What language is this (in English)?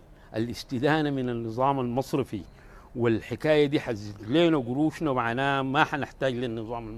Sudanese Arabic